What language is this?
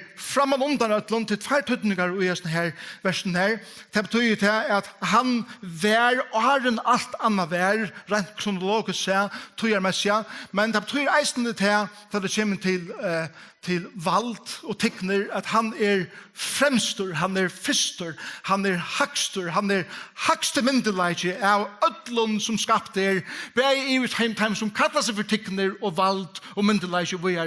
Faroese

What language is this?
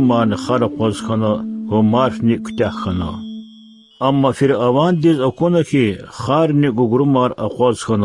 Lezghian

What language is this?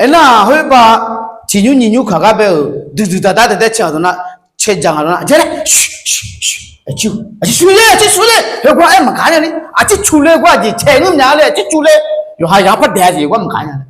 Akha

